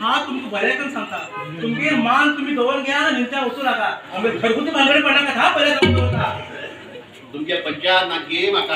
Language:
Konkani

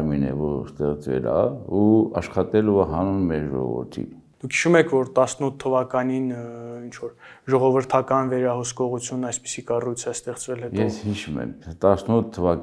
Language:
Armenian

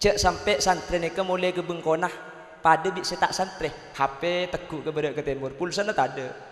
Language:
Madurese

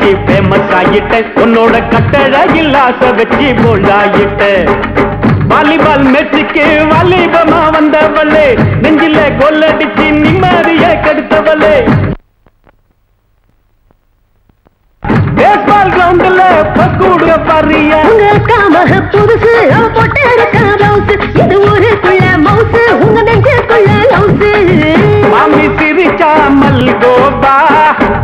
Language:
Tamil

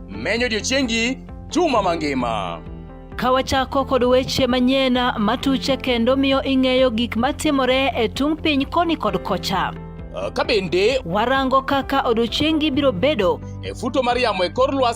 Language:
Luo (Kenya and Tanzania)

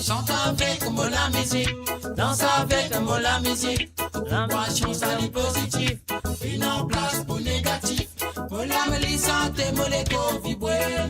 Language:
Morisyen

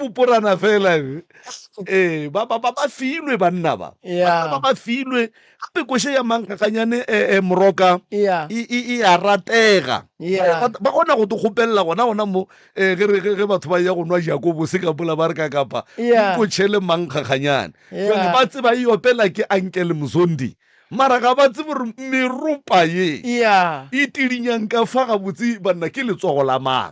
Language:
Northern Sotho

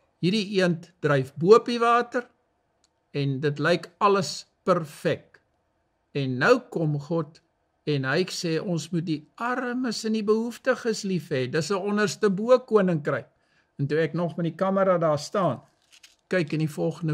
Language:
Afrikaans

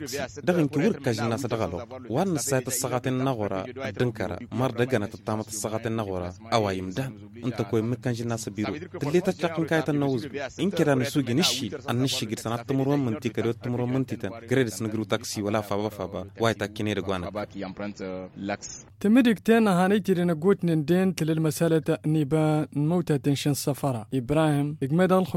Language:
Tamasheq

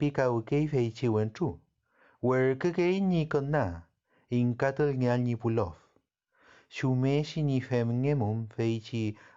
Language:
Mapuche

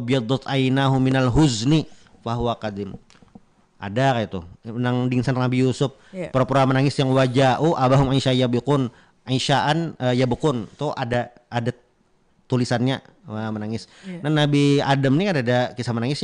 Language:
Banjar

